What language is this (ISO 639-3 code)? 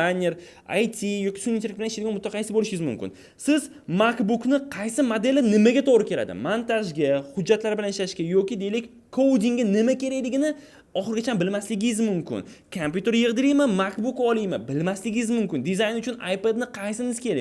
uzb